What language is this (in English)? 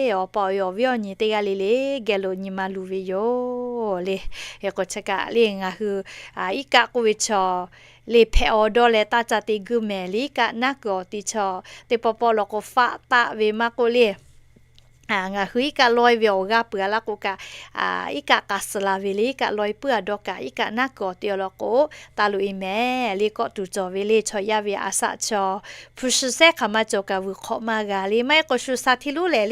Lahu